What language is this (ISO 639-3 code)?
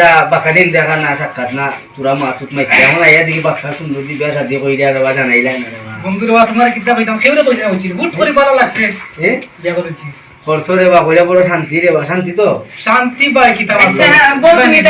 syl